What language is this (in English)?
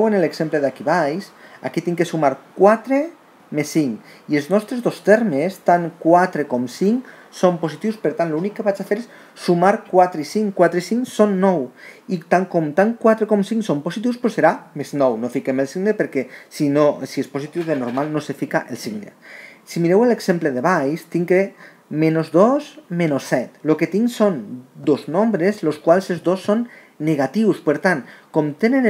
Catalan